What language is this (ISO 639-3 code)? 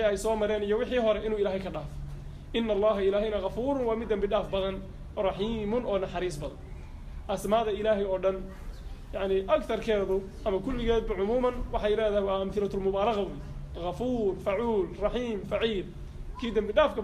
som